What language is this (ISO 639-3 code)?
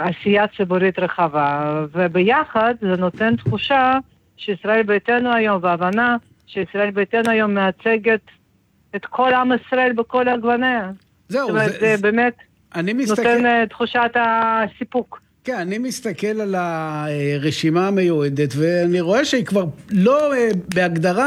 heb